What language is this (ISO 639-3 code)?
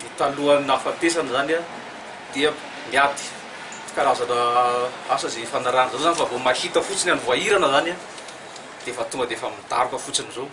mlg